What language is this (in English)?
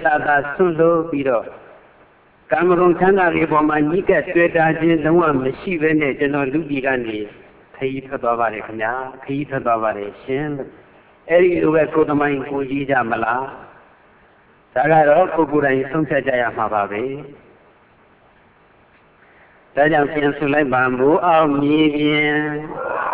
Burmese